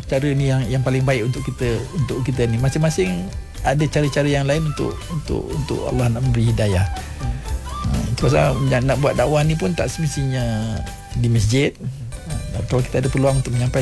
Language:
Malay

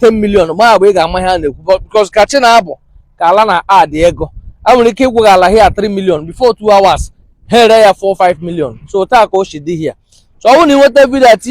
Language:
Igbo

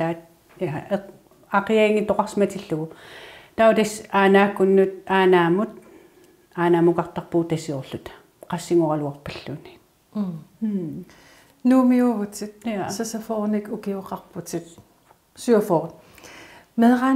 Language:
Kalaallisut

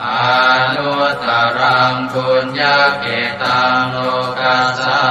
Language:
Pali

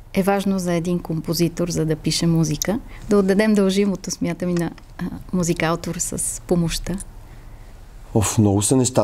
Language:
Bulgarian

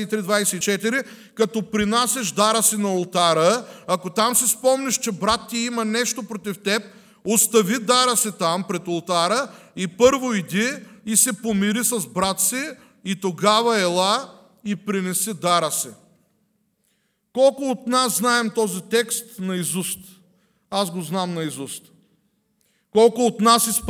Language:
Bulgarian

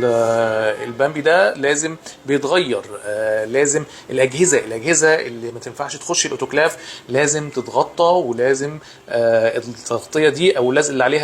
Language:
Egyptian Arabic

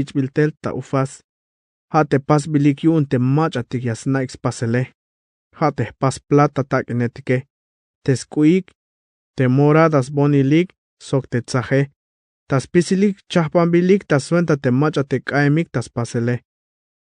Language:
Tzeltal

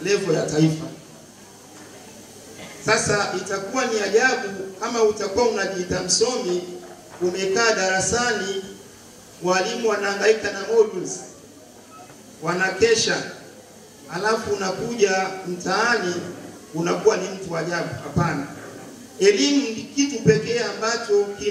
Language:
Swahili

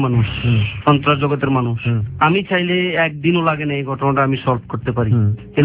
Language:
Bangla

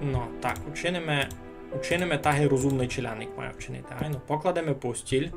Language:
Rusyn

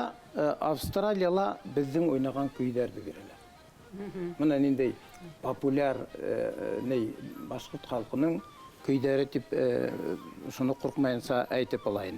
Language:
Bashkir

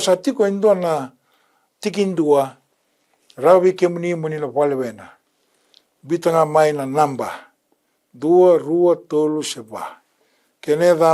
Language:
Fijian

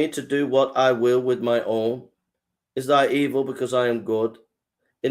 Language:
English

